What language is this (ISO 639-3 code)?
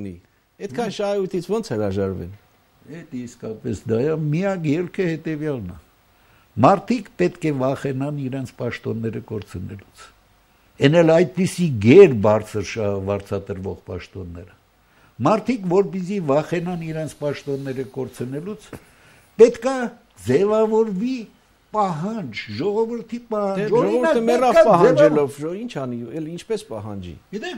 hye